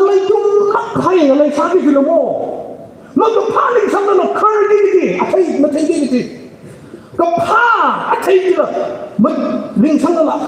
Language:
Tangkhul Naga (India)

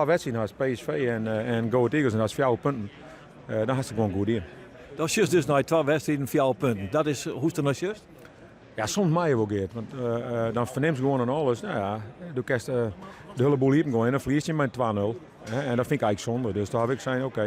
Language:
Western Frisian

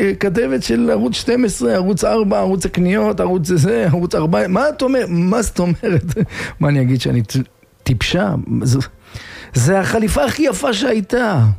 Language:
Hebrew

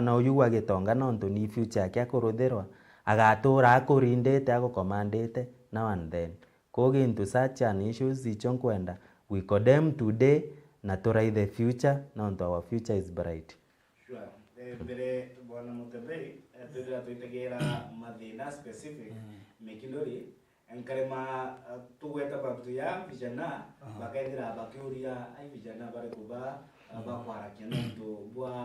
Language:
Meru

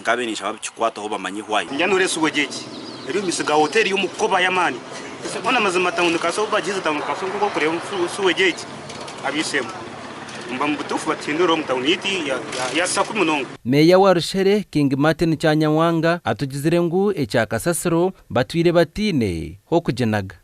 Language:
Nyankole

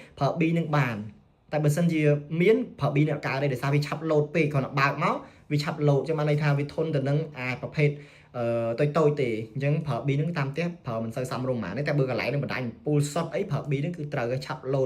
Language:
Khmer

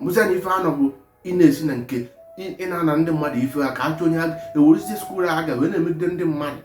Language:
Igbo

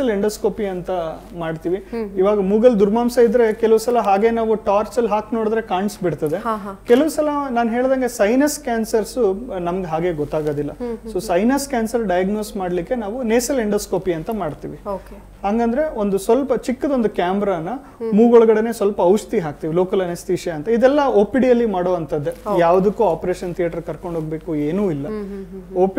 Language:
Kannada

